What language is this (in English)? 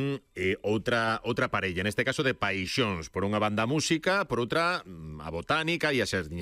Galician